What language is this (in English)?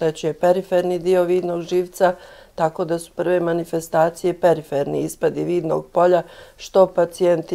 Croatian